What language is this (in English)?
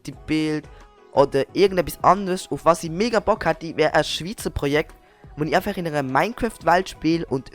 Swiss German